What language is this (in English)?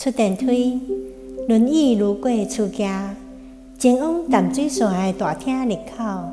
Min Nan Chinese